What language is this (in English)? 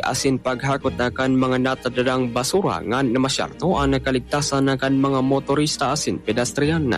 Bikol